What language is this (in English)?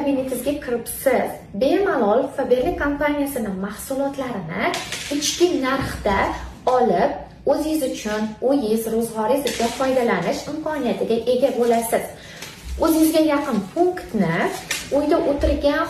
Uzbek